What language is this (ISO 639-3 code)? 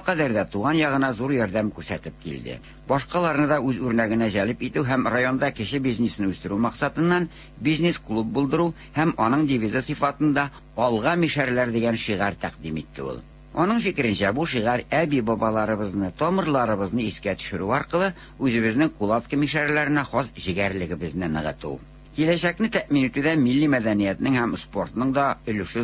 tat